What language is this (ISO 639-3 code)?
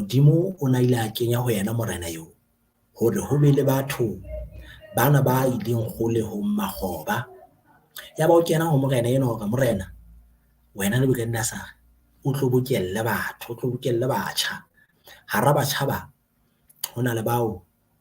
sot